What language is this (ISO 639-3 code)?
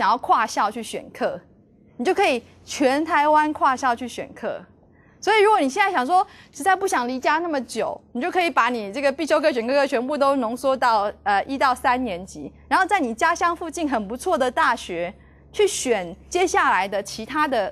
zho